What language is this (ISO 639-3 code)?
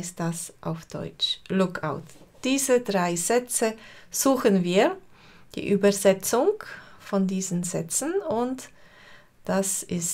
gsw